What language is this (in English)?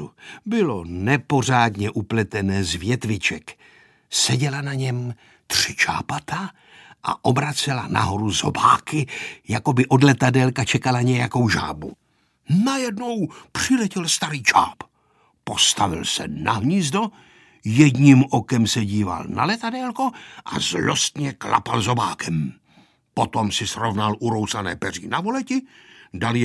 Czech